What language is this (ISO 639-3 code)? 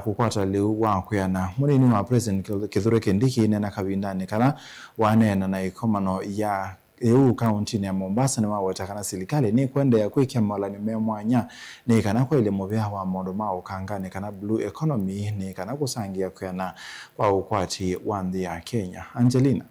kam